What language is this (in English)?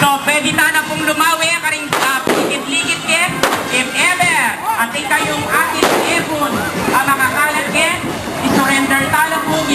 Pampanga